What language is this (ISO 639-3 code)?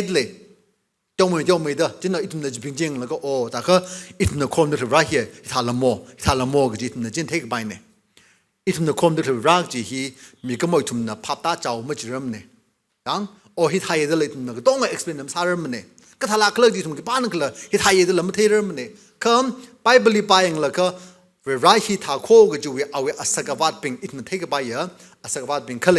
nmf